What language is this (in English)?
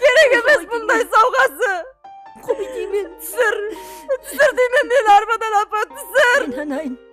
Kara-Kalpak